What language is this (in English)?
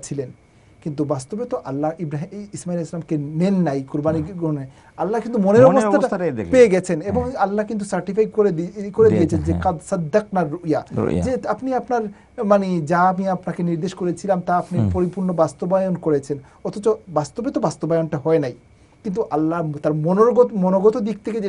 Bangla